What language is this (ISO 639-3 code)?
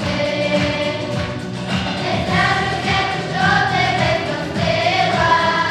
ukr